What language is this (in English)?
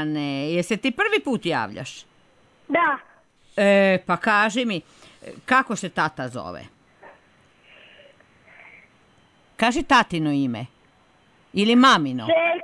Serbian